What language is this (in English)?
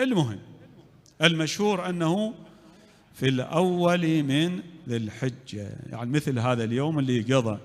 Mesopotamian Arabic